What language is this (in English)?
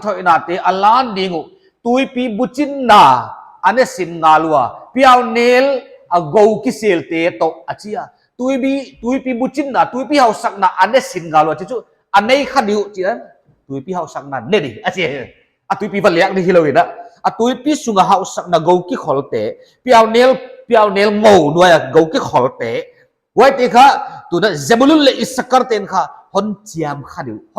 Paite Chin